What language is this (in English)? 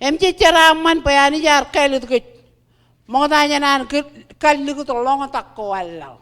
Marshallese